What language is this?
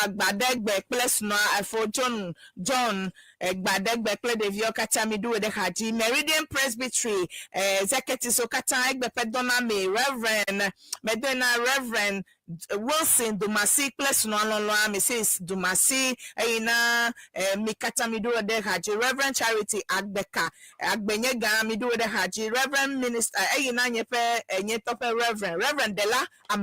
Ewe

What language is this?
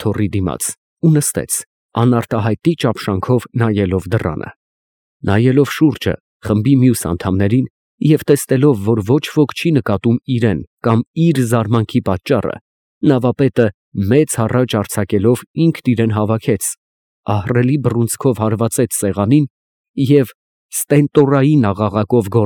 Armenian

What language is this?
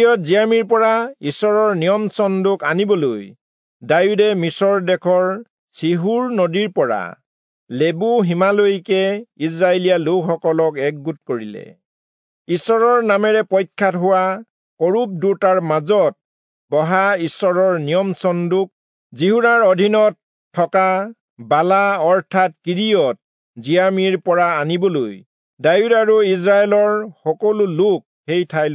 Assamese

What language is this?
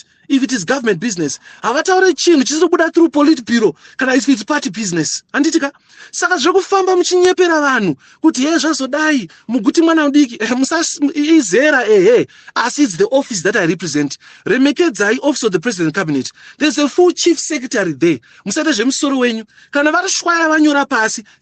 Shona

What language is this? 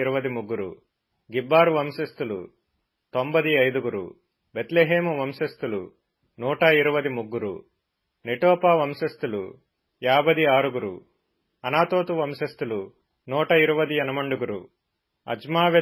Telugu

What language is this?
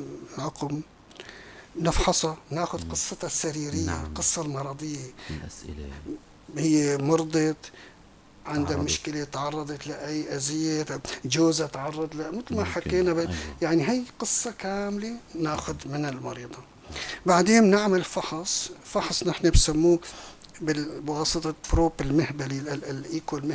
North Levantine Arabic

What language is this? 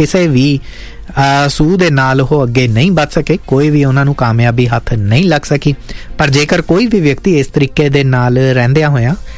Punjabi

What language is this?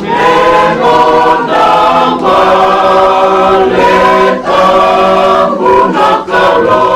Fijian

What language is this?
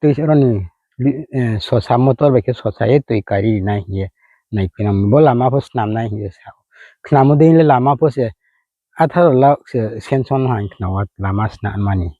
Riang (India)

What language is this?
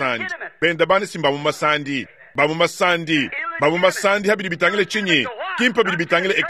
Luba-Lulua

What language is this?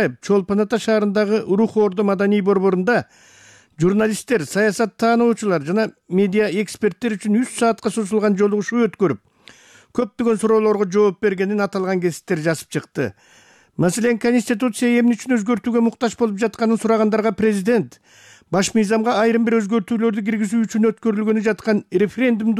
Kyrgyz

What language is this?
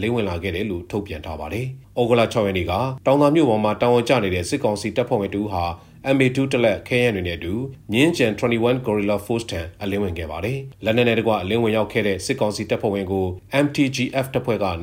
Burmese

